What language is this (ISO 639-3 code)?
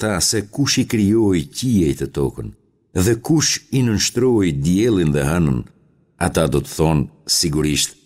sqi